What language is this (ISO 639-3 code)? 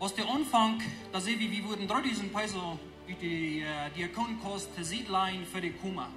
pdt